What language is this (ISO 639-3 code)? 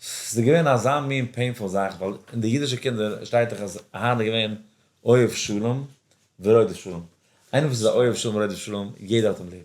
yid